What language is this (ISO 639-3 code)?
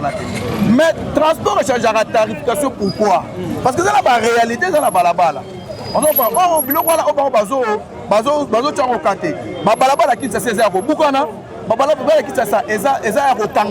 lin